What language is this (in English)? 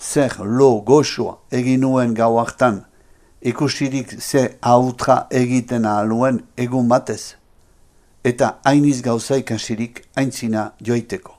Basque